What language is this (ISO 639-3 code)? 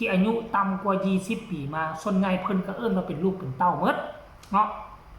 tts